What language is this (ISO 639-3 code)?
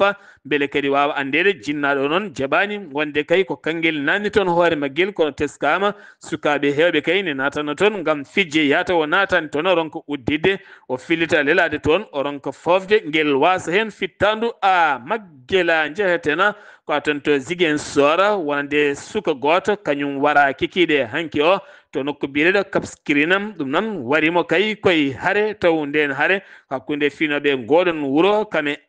ful